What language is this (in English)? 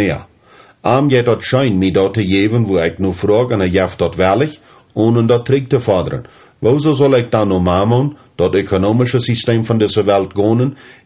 Plautdietsch